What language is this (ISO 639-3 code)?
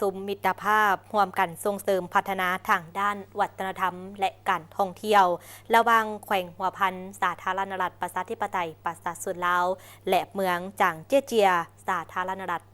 lao